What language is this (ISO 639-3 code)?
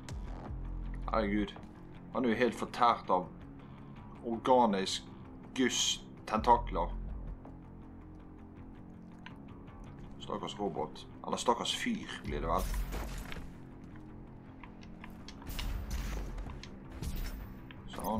nor